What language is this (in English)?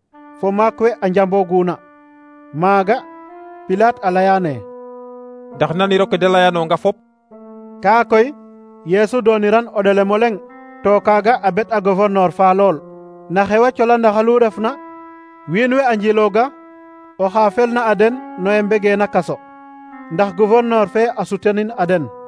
Serer